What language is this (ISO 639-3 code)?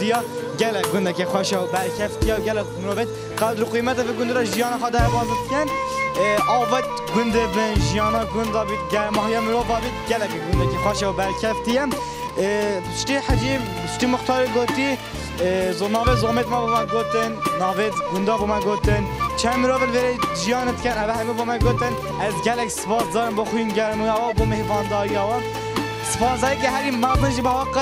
kur